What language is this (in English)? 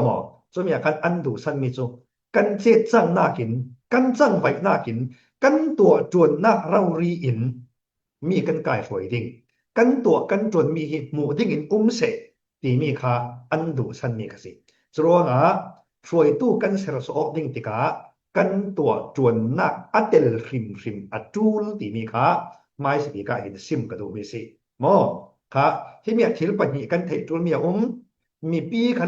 Falam Chin